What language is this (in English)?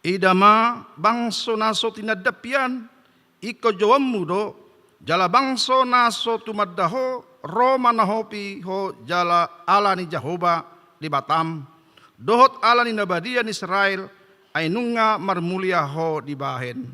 Batak Toba